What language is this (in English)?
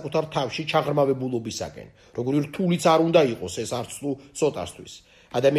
Georgian